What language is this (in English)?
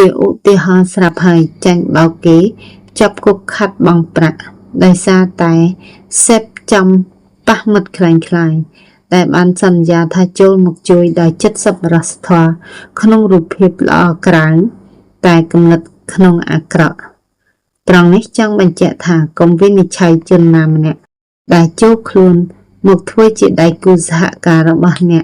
Khmer